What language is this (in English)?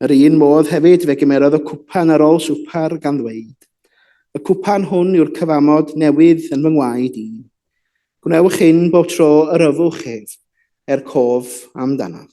Welsh